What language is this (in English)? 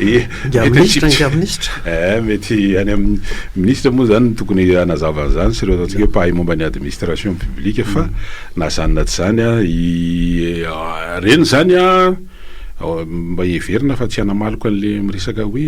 Malagasy